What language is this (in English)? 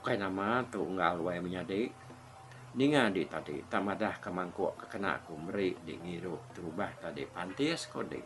Iban